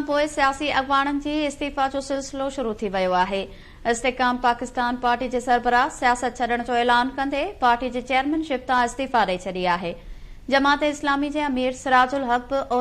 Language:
Sindhi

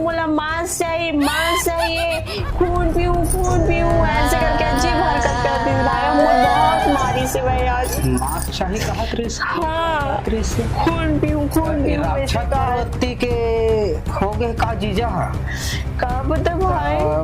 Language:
Chhattisgarhi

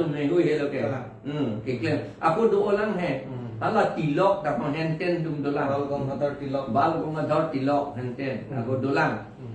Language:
Karbi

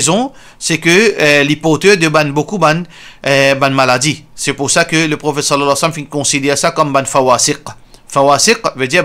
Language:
Morisyen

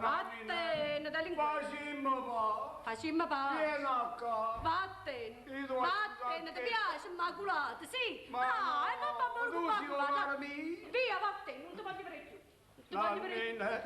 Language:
Neapolitan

